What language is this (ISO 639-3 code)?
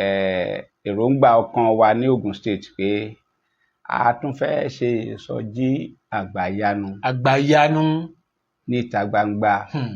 yor